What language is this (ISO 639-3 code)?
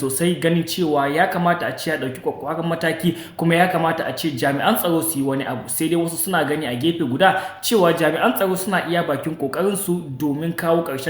hau